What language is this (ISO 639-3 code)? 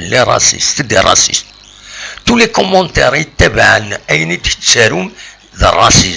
kab